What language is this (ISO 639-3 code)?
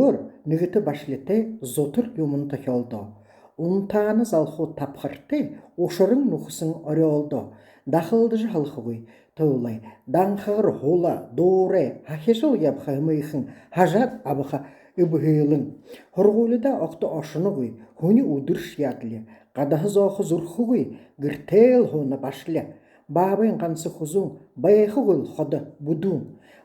bua